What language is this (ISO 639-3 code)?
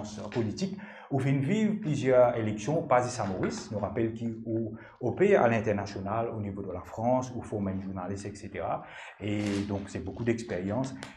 mfe